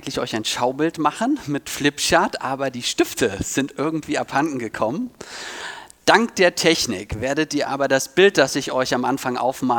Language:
German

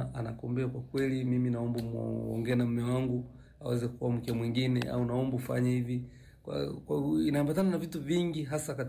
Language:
Swahili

